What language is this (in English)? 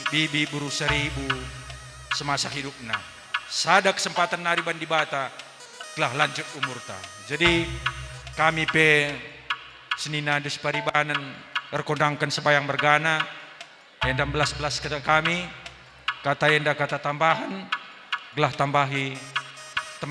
Batak Karo